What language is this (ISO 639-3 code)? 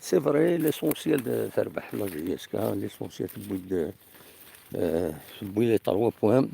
kab